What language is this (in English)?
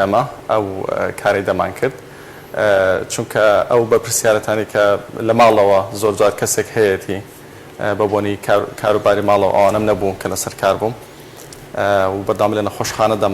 Central Kurdish